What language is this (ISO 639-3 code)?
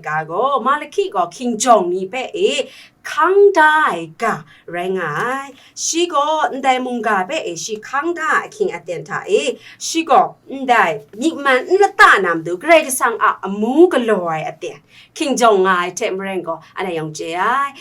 kac